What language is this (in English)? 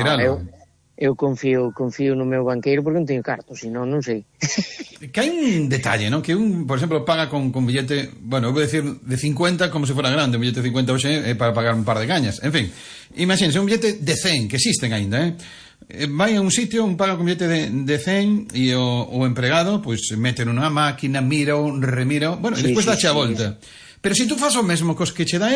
Galician